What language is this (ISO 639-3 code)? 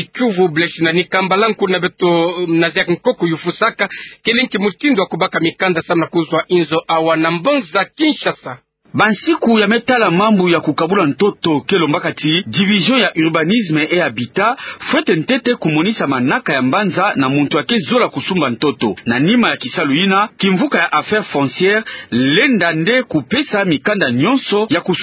ktu